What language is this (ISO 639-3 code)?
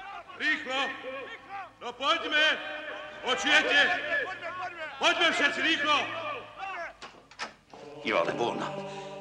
slk